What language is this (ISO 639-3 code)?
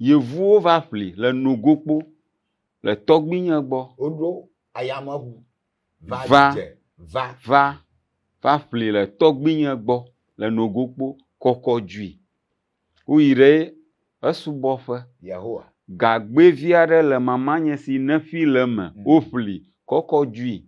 ewe